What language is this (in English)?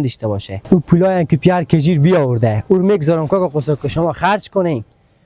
Persian